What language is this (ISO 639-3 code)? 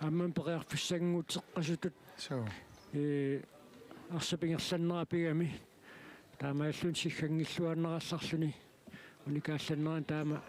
kal